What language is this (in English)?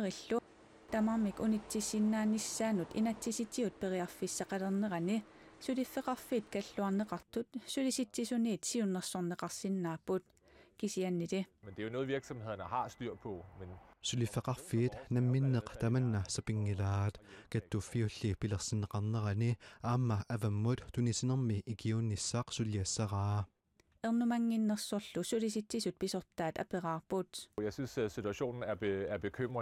Kalaallisut